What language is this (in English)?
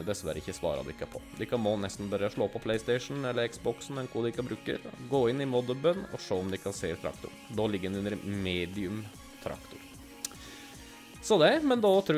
Norwegian